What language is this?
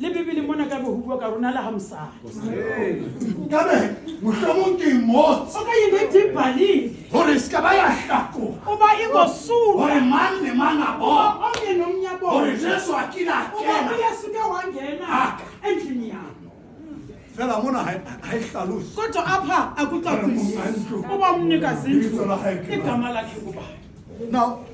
Southern Sotho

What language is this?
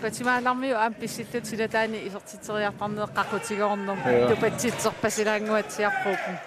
Kalaallisut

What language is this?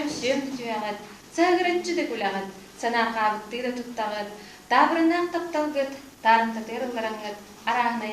Yakut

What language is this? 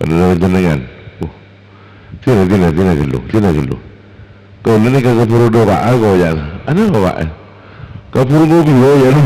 Madurese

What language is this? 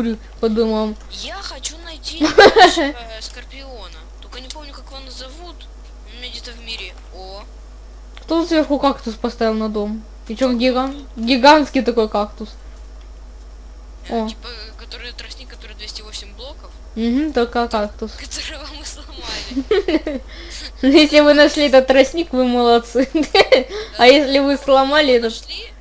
Russian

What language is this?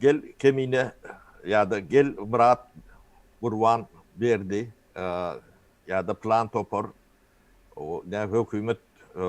Turkmen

